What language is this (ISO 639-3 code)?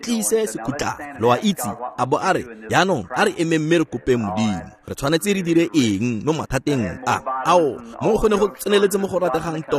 tsn